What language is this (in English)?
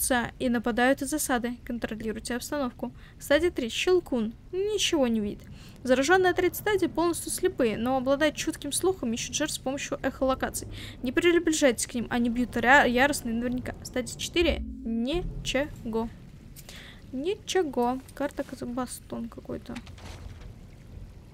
Russian